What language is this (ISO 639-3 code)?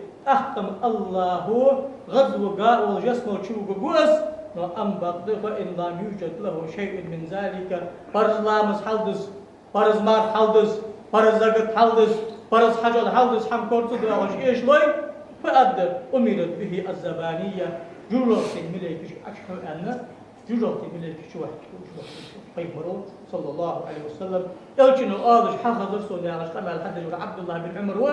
inh